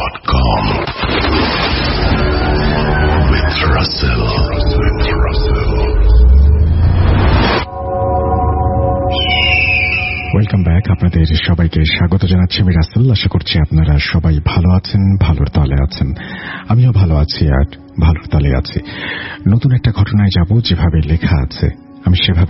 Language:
Bangla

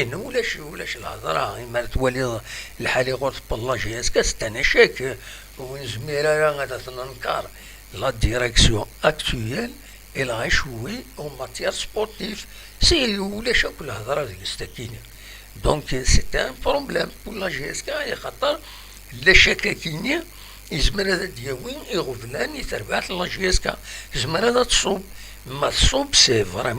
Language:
Kabyle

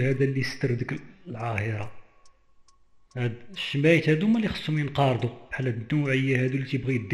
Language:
Moroccan Arabic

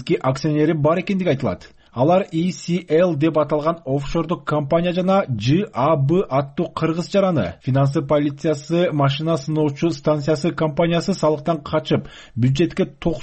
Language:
Kyrgyz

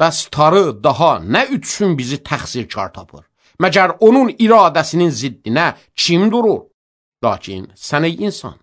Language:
Azerbaijani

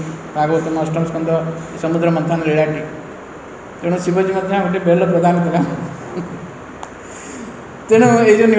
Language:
Odia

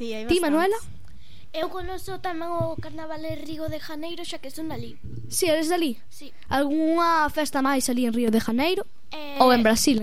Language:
Galician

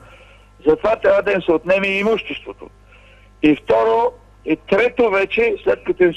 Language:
Bulgarian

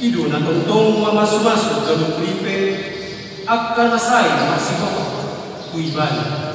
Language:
Batak Toba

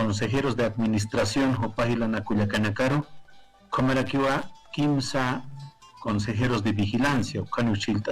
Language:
Aymara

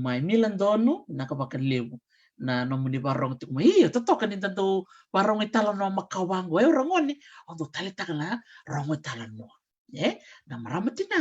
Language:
Fijian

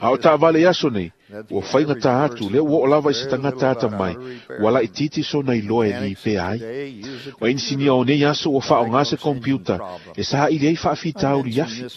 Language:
Samoan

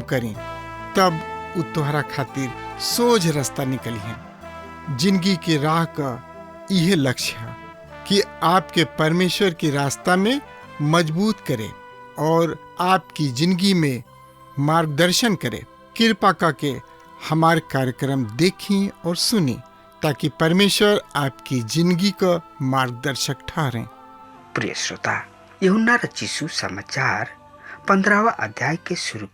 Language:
Bhojpuri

